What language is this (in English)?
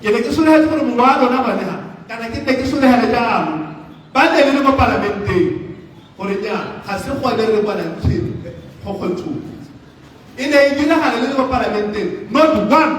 Tswana